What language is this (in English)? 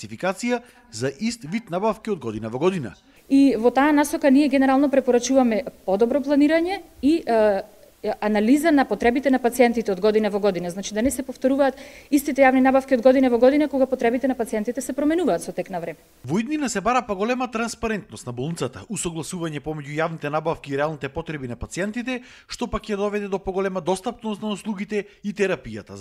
Macedonian